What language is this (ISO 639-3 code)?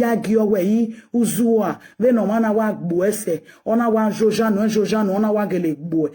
pcm